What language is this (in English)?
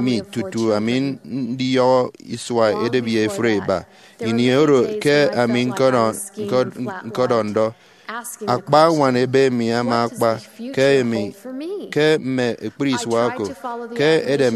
Efik